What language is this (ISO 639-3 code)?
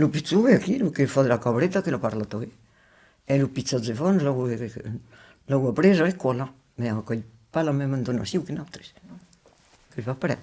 oci